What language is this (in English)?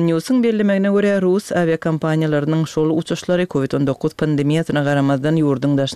Turkmen